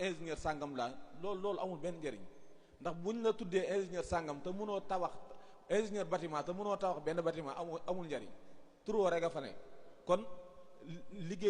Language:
Wolof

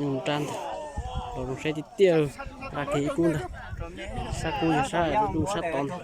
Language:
Hmong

